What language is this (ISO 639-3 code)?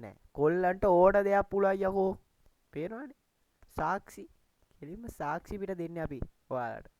sin